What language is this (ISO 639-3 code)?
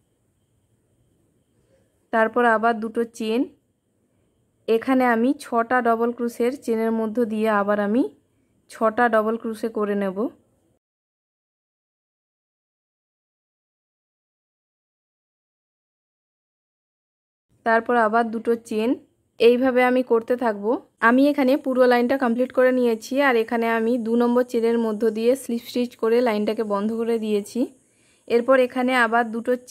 ben